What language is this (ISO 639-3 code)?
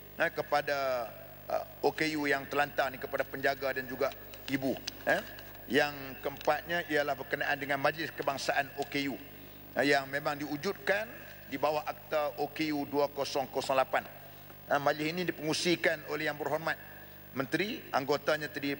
msa